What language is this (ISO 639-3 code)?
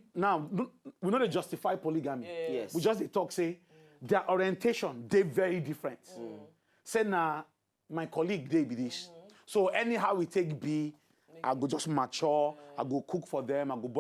pcm